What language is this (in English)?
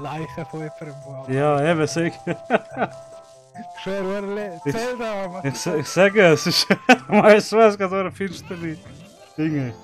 Swiss German